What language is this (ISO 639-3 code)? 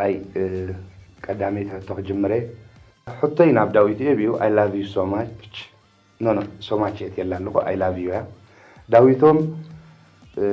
tir